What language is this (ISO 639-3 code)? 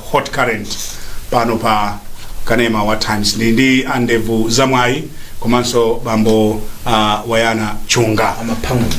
nya